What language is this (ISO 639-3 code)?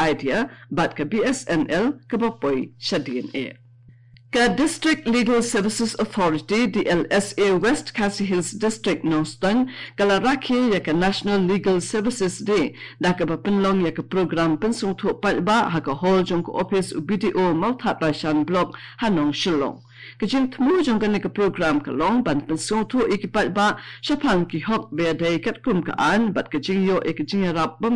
kha